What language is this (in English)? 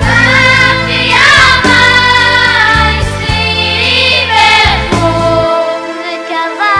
Yiddish